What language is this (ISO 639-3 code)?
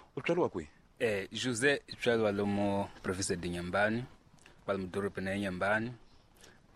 tso